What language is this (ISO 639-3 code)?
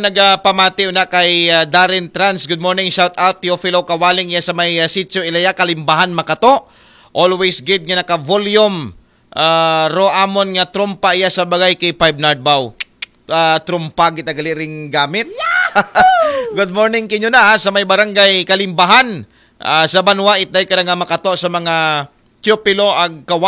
akl